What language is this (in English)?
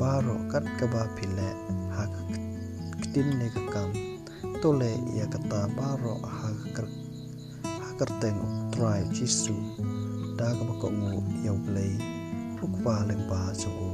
Khasi